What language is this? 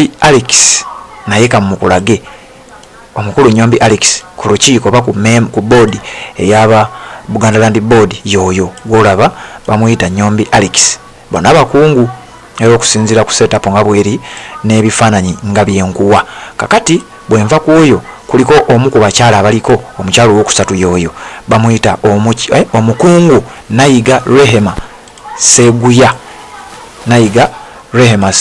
Ganda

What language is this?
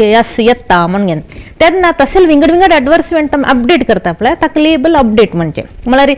Konkani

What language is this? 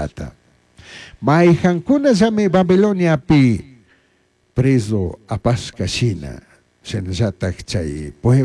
Chimborazo Highland Quichua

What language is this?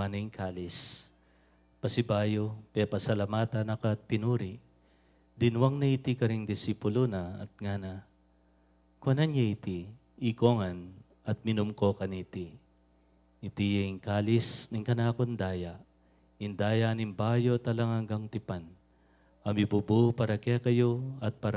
Pampanga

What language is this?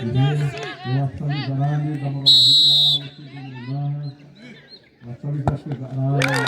Xavánte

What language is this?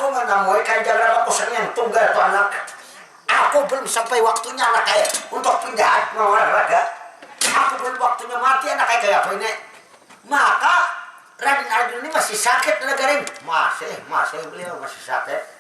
Banjar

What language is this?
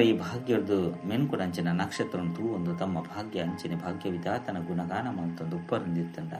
Tulu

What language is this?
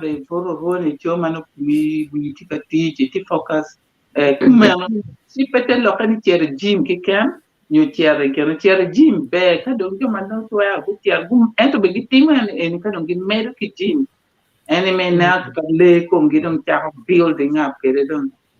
Acoli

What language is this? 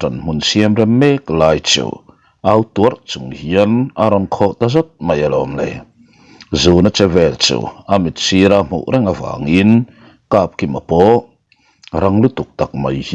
Mizo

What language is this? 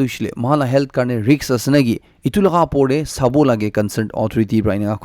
Naga Pidgin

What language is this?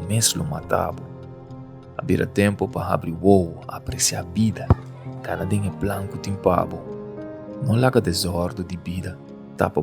Papiamento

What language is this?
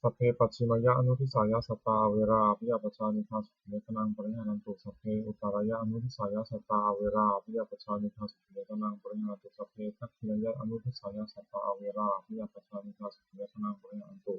Pali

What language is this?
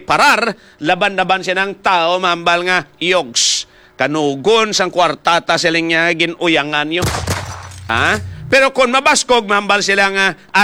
Hiligaynon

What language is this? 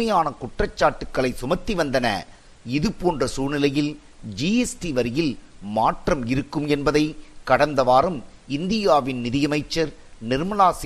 Tamil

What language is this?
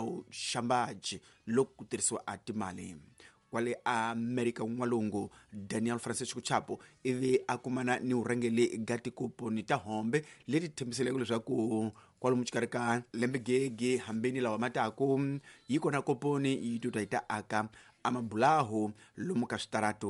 Tsonga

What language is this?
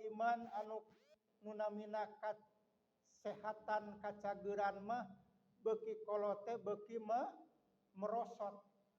Sundanese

